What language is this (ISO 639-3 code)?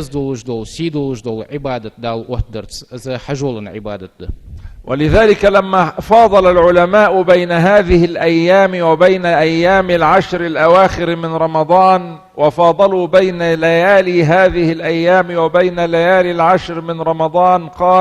inh